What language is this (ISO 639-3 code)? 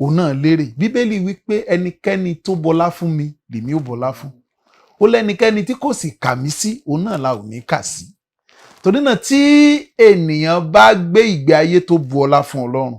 yor